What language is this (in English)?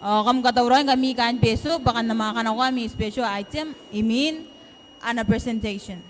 Gilbertese